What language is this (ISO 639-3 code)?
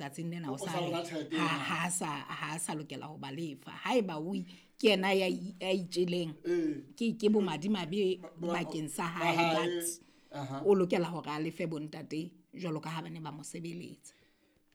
sot